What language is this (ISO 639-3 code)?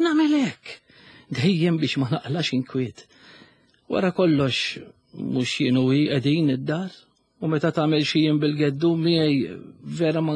mlt